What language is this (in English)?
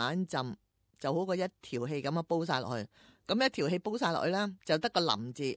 Cantonese